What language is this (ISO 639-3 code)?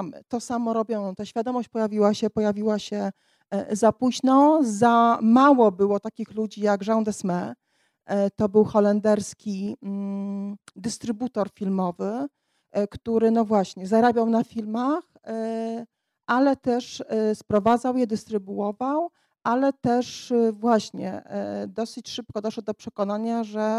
pol